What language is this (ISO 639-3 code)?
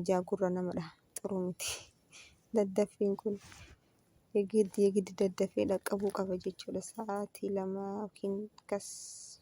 orm